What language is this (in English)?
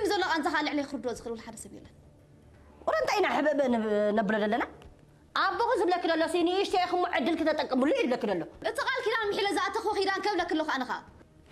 Tigrinya